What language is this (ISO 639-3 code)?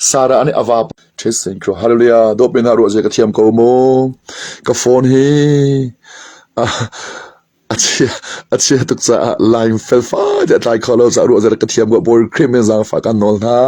cnh